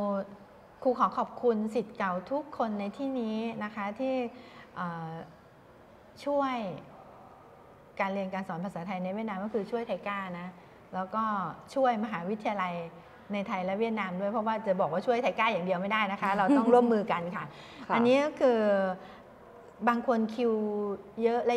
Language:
Thai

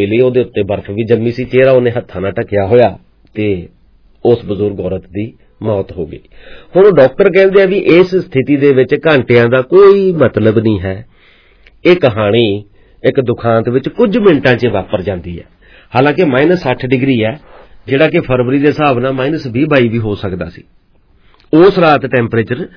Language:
Punjabi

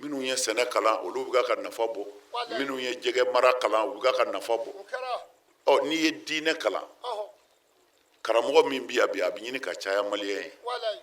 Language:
Bambara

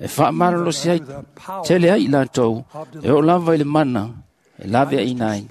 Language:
Samoan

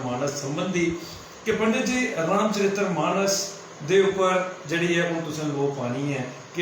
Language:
Dogri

